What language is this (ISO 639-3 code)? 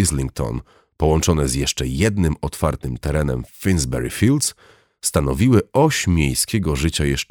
pol